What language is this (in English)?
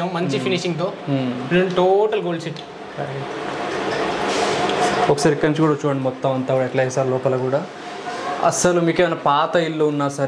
Telugu